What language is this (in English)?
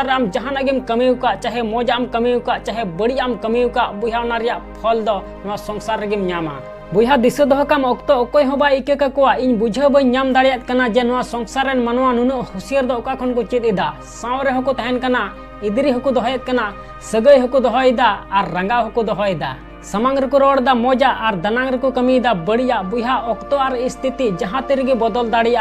Santali